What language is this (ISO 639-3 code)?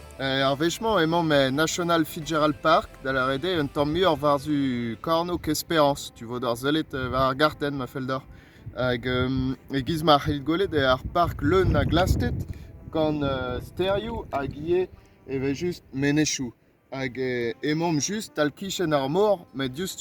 bre